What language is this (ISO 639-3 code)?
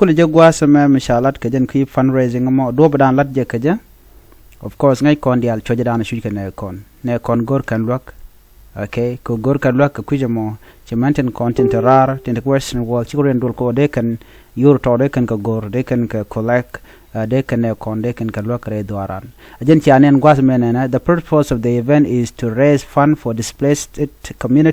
nus